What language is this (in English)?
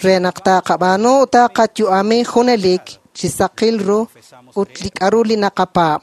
Kekchí